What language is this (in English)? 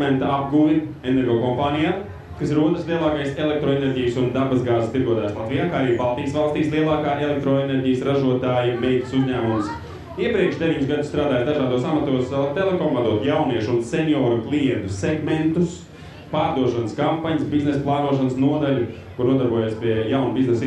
Latvian